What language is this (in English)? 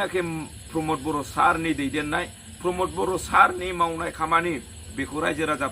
Bodo